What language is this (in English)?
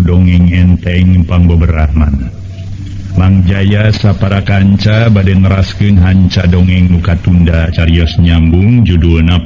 Sundanese